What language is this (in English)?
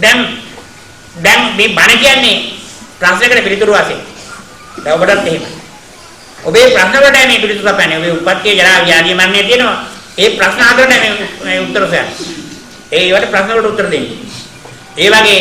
Sinhala